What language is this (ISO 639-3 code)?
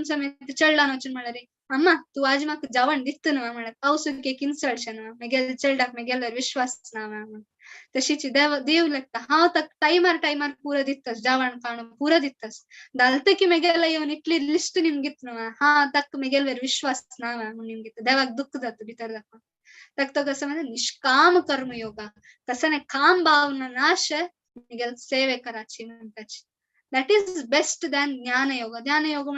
kok